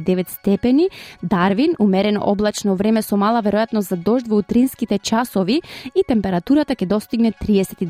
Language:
Macedonian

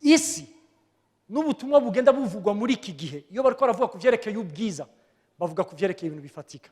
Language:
Rundi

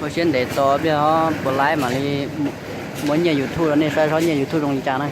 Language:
Hmong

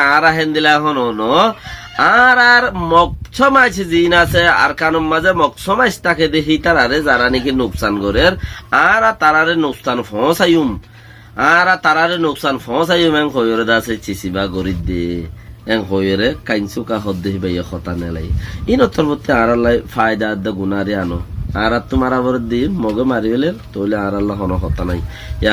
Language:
Rohingya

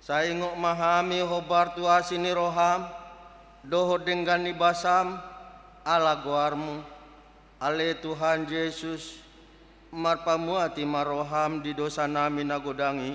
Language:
Batak Toba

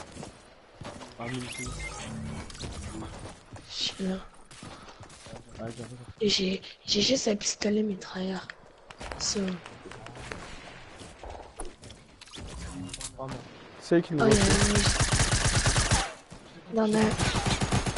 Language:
French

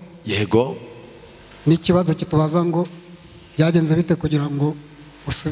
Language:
Kinyarwanda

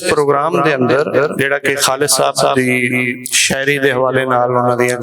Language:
Western Panjabi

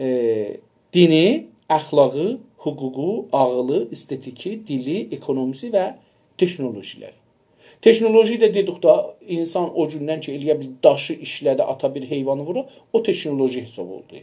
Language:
South Azerbaijani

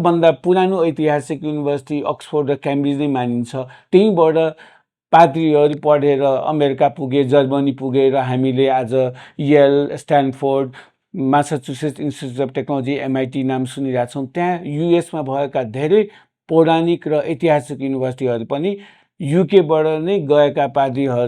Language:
Nepali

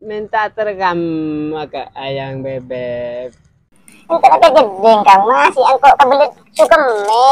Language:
Madurese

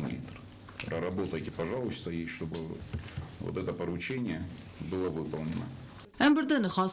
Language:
Ossetic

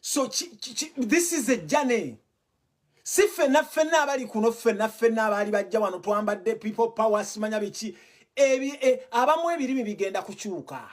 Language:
Ganda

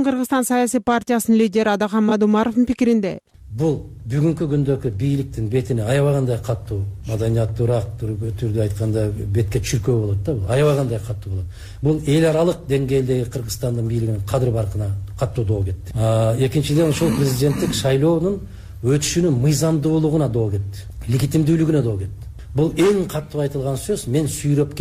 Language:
Kyrgyz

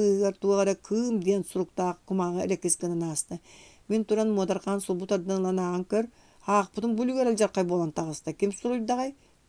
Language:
Yakut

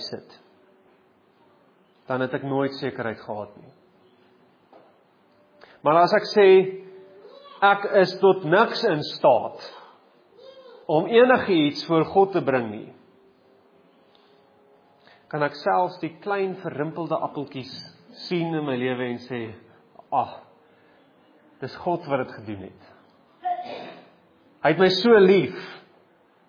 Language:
Afrikaans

